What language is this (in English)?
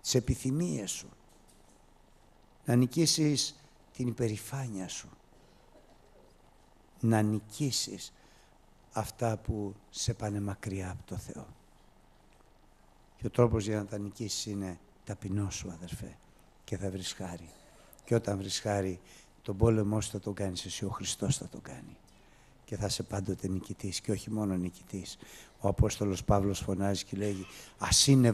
Greek